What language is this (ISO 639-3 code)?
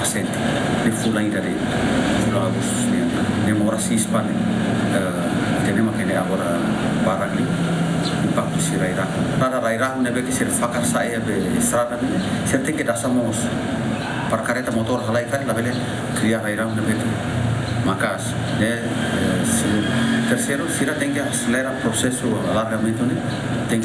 tet